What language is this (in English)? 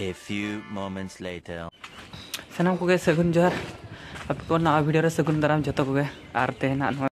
Santali